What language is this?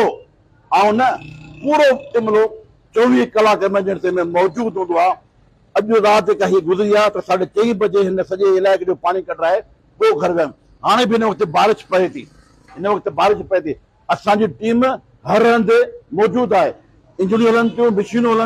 Sindhi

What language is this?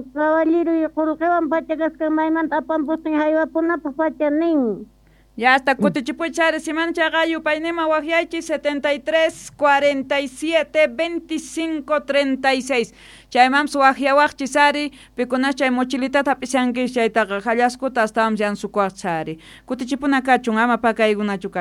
South Bolivian Quechua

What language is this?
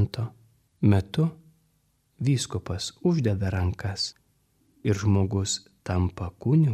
Lithuanian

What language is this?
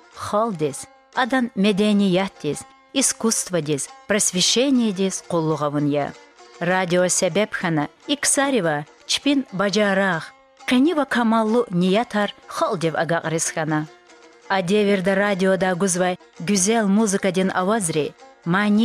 Lezghian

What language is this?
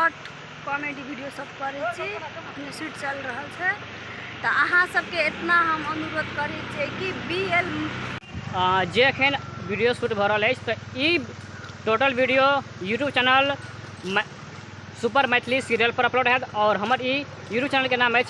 Maithili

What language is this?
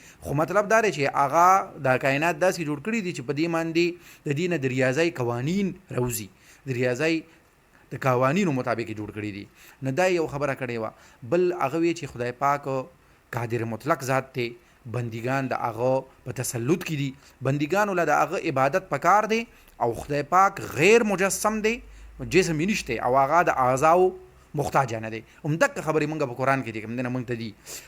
Pashto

